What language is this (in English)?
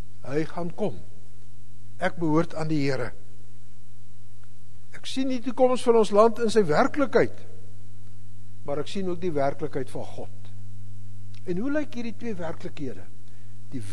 Afrikaans